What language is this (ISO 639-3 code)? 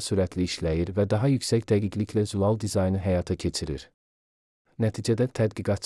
aze